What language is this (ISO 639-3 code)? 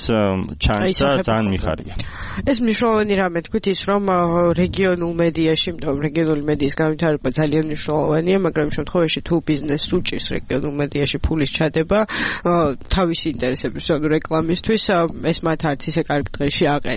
kat